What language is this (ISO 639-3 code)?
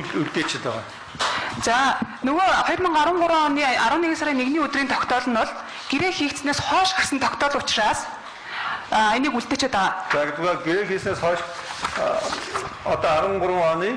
mon